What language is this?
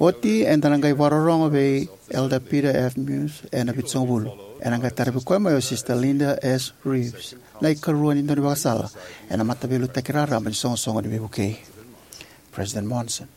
Fijian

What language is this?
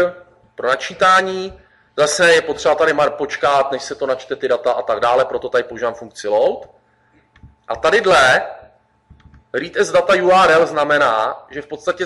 Czech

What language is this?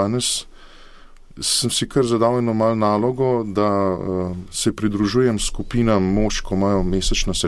Slovenian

